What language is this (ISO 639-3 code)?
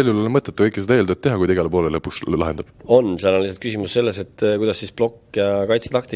est